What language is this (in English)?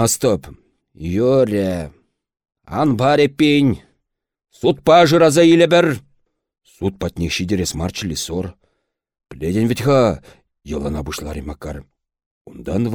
Chuvash